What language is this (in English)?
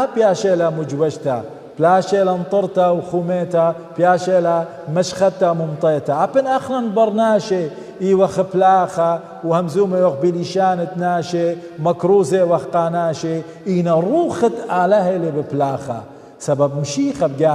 Assyrian Neo-Aramaic